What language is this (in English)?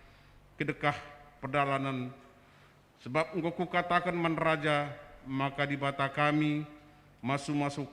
Batak Karo